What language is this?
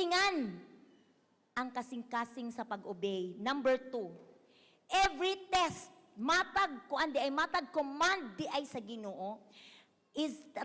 Cebuano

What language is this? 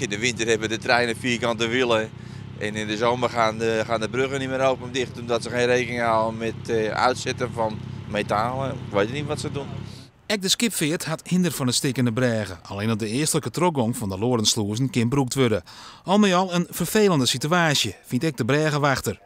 Western Frisian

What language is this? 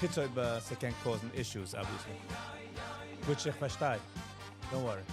Yiddish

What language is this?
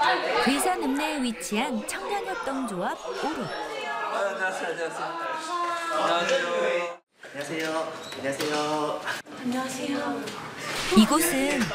Korean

